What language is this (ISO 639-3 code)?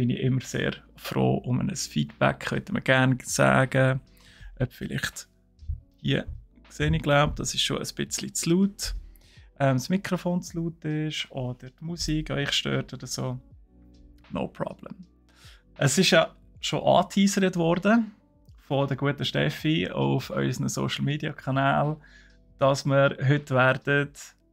gsw